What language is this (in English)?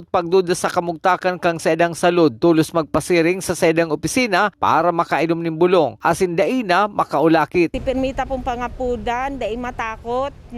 Bikol